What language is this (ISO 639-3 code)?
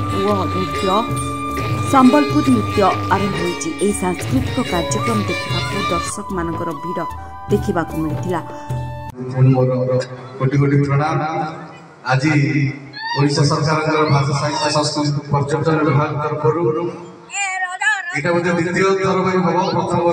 ori